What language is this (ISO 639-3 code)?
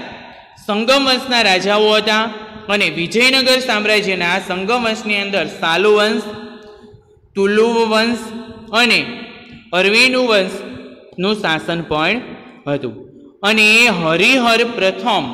guj